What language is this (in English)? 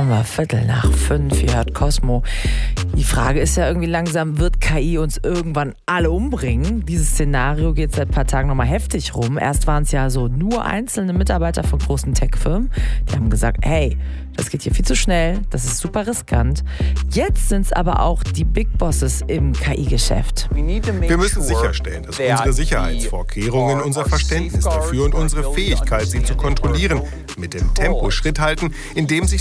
German